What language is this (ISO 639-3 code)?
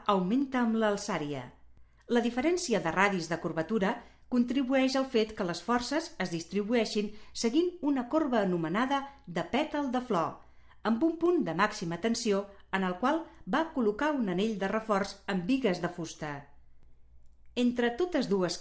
cat